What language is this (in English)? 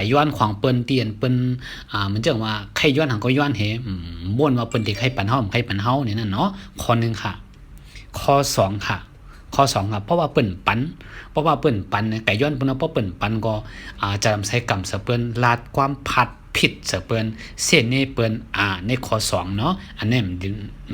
Shan